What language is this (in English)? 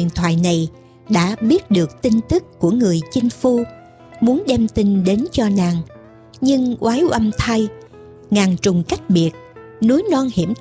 Vietnamese